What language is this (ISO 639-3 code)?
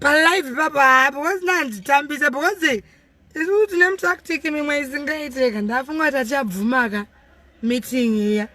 sna